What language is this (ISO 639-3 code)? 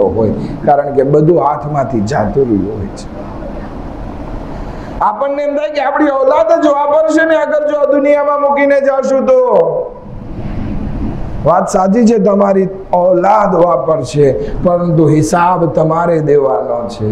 guj